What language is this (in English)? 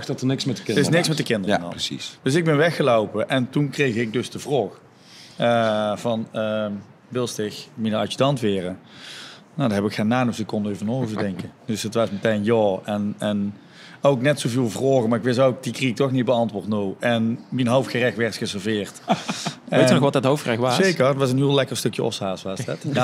Limburgish